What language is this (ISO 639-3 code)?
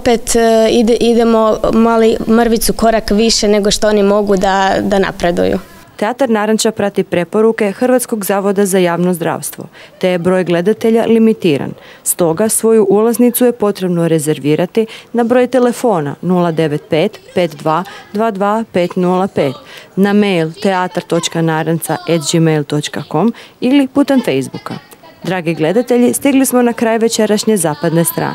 hrv